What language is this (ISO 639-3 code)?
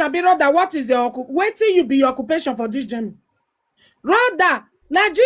pcm